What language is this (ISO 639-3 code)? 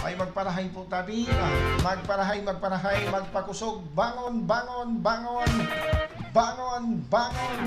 bik